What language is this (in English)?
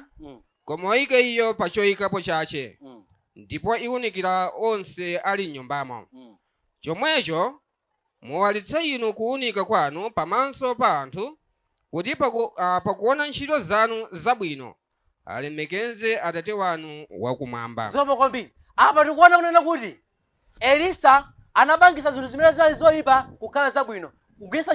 Nyanja